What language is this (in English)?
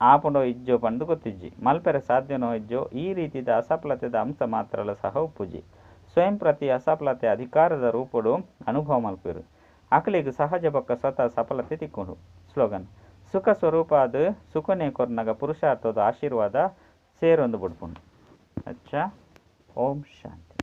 Tulu